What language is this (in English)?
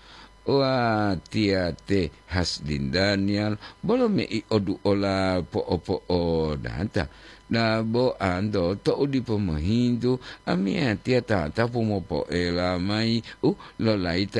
Gorontalo